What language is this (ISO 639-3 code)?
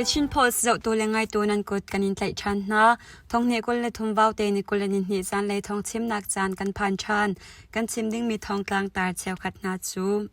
cnh